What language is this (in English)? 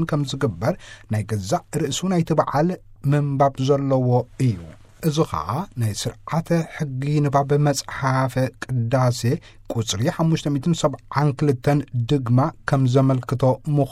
Tigrinya